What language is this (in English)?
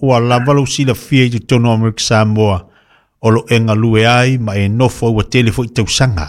Samoan